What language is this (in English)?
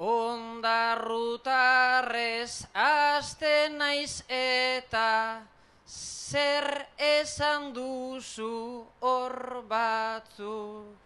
Basque